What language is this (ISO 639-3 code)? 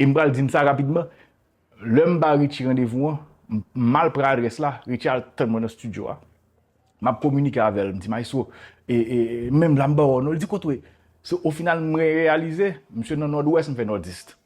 hat